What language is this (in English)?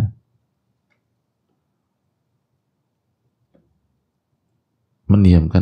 Indonesian